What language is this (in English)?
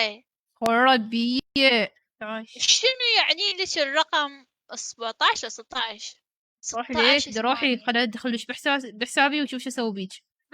Mesopotamian Arabic